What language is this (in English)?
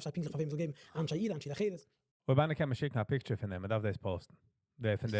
Yiddish